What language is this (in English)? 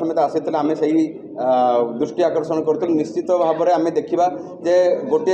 Odia